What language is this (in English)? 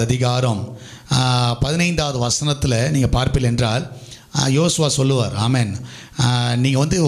Tamil